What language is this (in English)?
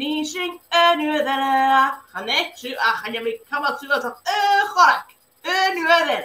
Scottish Gaelic